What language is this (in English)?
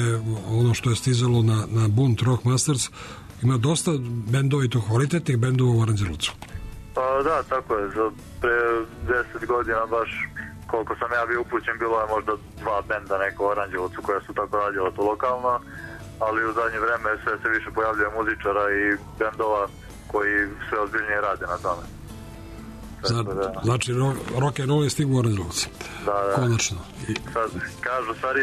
Serbian